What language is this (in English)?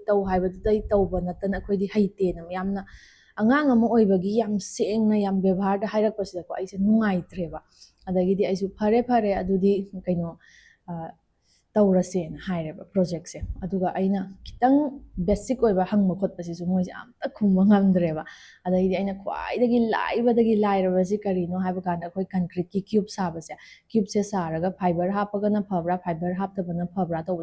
Manipuri